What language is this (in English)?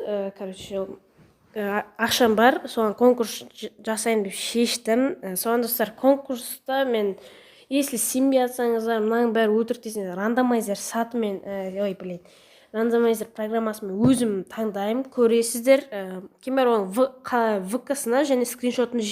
Kazakh